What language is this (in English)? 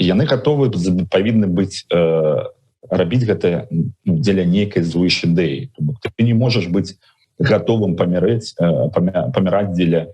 Belarusian